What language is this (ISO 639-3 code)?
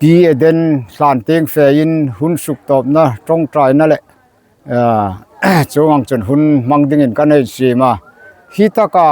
hmr